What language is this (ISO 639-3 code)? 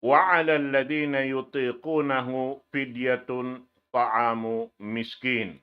tsg